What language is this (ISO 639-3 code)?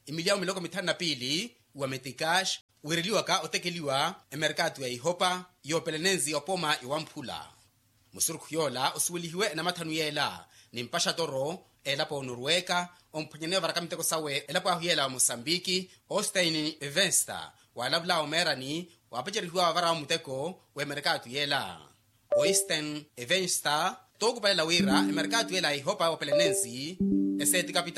vmw